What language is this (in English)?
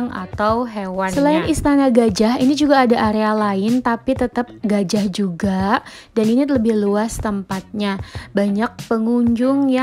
Indonesian